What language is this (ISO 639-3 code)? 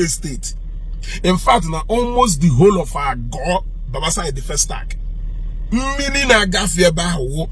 ibo